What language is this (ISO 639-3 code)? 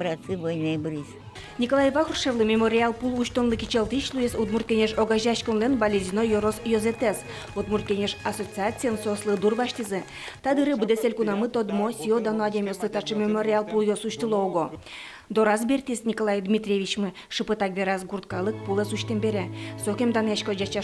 udm